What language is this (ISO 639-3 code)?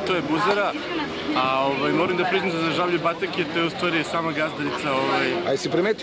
srp